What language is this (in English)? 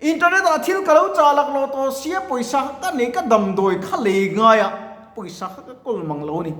Mizo